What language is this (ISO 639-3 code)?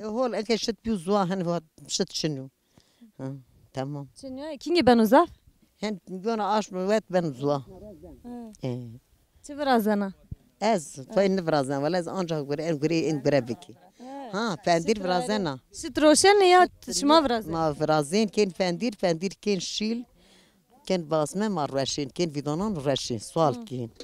zza